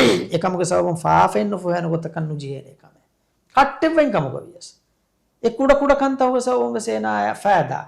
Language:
Divehi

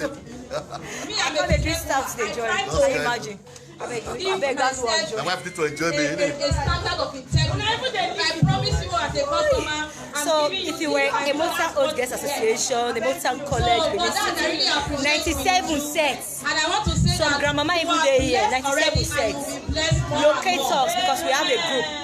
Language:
Nigerian Pidgin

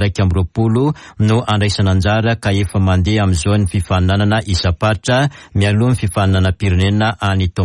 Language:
Malagasy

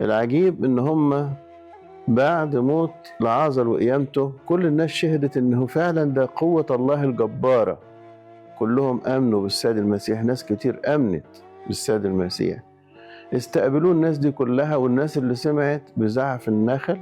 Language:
Egyptian Arabic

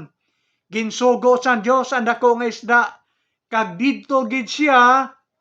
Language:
Hiligaynon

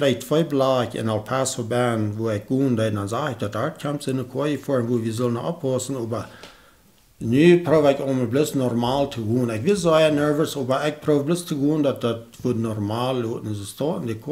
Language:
Plautdietsch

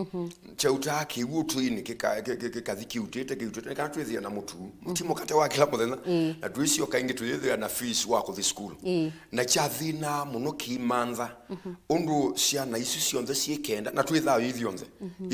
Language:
Kamba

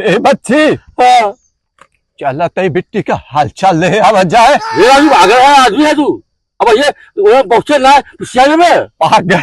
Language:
Awadhi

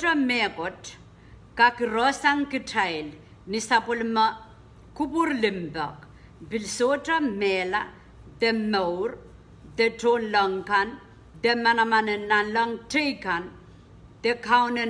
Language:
Pohnpeian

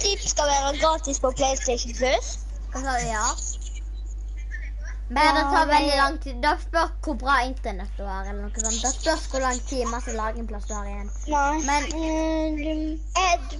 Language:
Norwegian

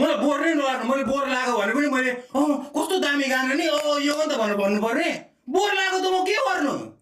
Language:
Nepali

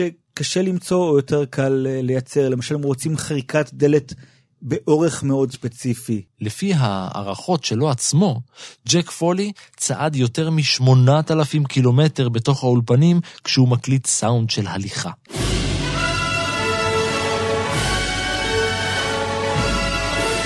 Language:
Hebrew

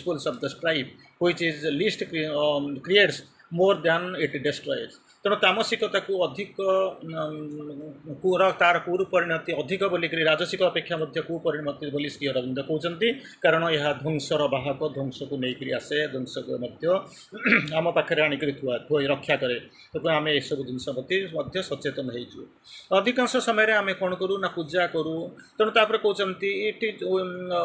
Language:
Odia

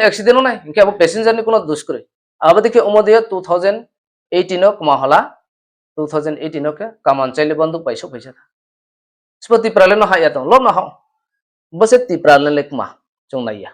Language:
Riang (India)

